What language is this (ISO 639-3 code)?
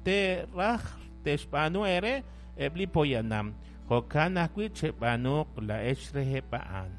kek